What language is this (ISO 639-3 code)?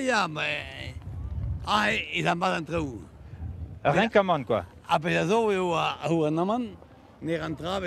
bre